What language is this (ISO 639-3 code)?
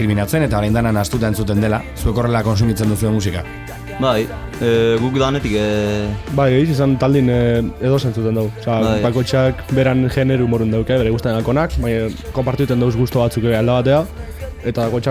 eus